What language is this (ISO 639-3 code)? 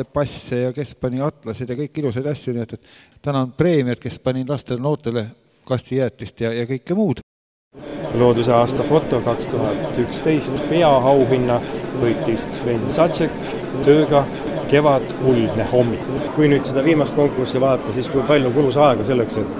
est